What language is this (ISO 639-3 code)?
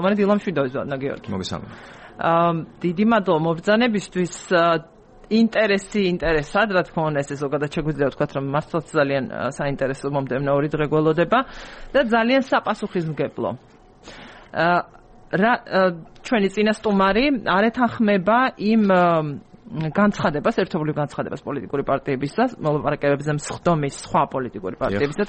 kat